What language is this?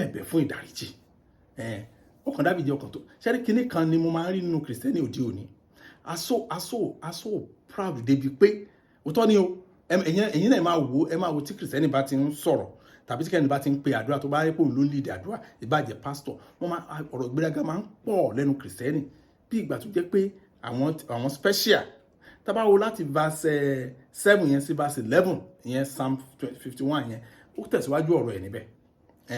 Yoruba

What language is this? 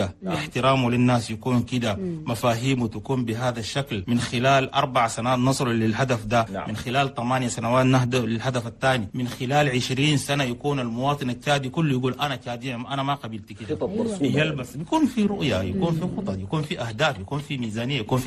Chadian Arabic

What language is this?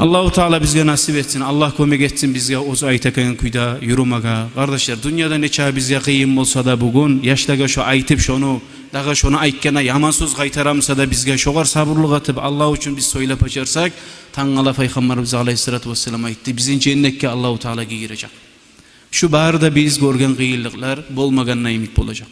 Kumyk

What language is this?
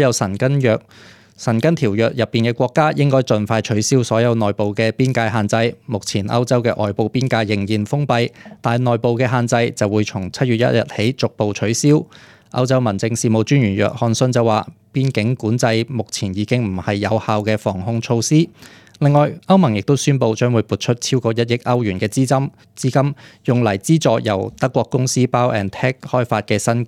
Cantonese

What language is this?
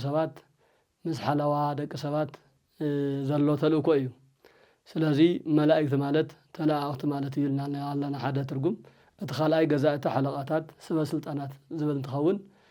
Tigrinya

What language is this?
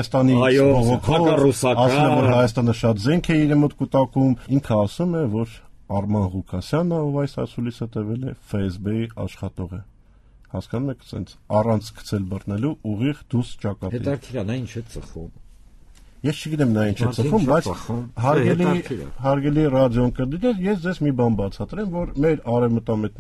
Armenian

